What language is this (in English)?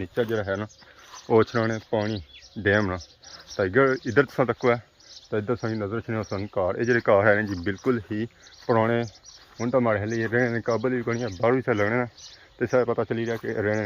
Pahari-Potwari